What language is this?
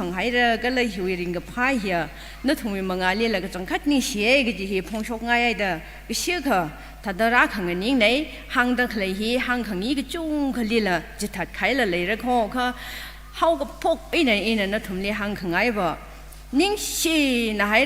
Tangkhul Naga (India)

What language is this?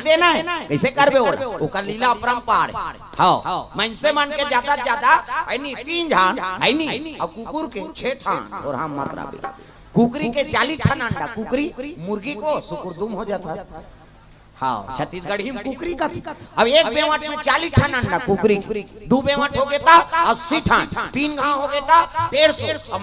Chhattisgarhi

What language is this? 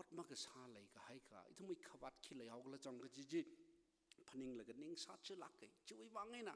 Tangkhul Naga (India)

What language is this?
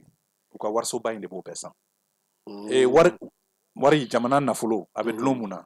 Bambara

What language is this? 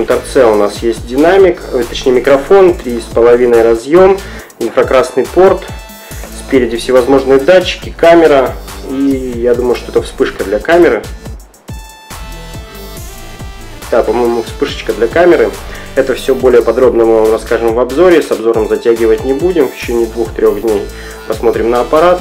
Russian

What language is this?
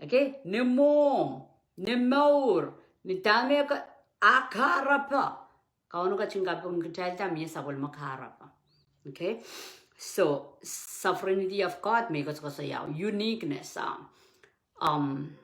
Pohnpeian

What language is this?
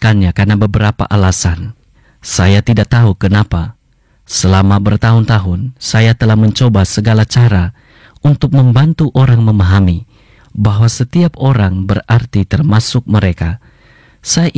Indonesian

